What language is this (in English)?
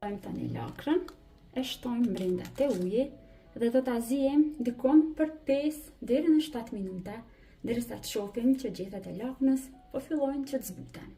Albanian